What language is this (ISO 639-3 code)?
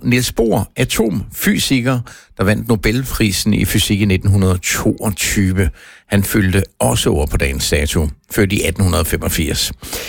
dan